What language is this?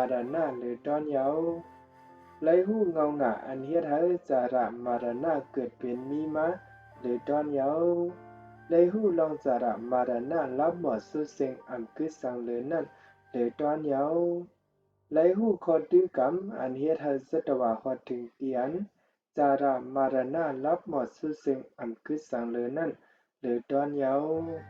Shan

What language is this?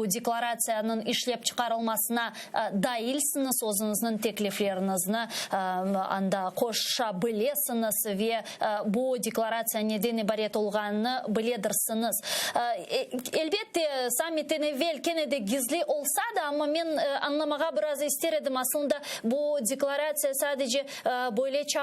Crimean Tatar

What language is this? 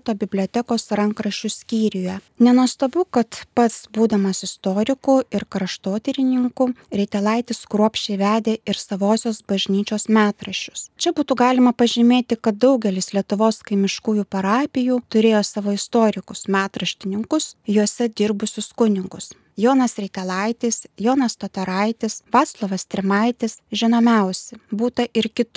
Lithuanian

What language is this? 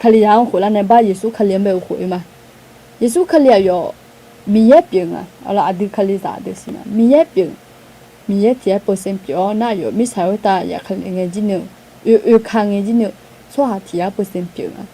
Akha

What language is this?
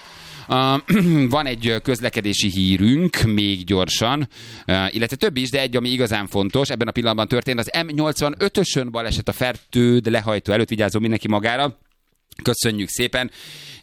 Hungarian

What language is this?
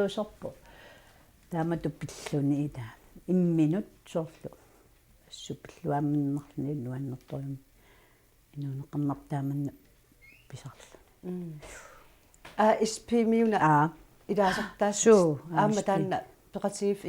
Kalaallisut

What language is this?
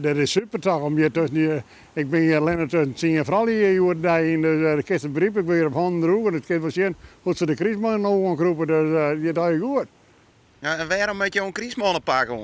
Western Frisian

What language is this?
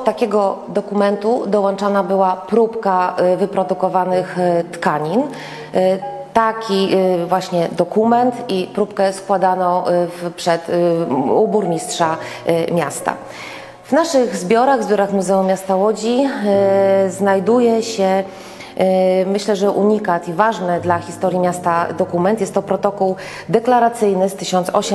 Polish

